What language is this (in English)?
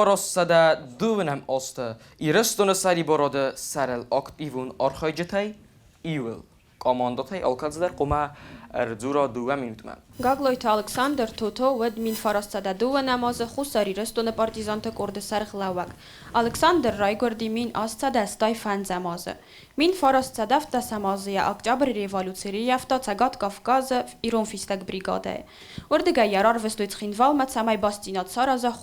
Ossetic